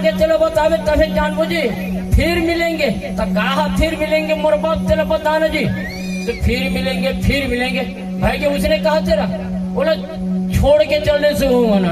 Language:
Chhattisgarhi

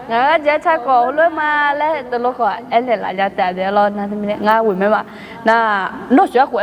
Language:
Akha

